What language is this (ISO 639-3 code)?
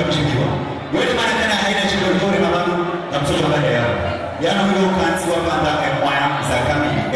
swa